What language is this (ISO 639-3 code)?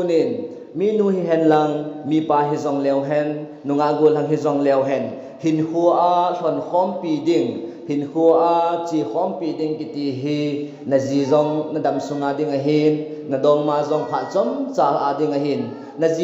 tcz